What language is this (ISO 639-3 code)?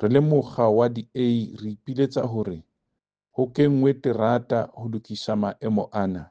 sot